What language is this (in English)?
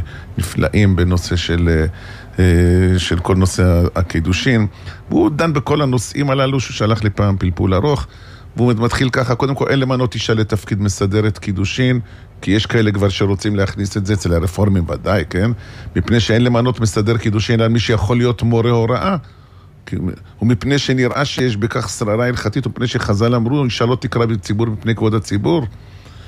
Hebrew